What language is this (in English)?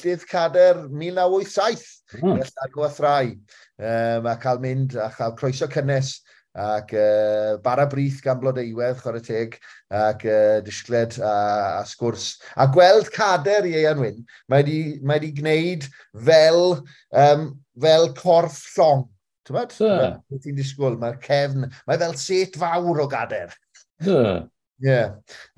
Welsh